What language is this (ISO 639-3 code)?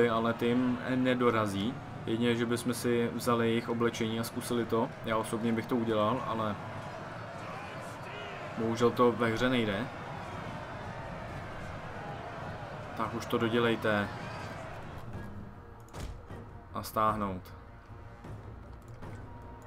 ces